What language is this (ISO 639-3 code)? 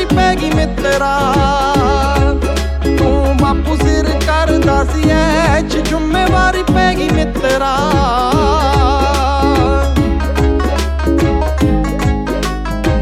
pan